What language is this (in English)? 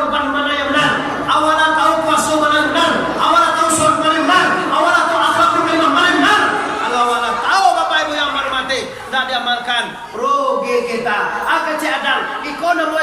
Minangkabau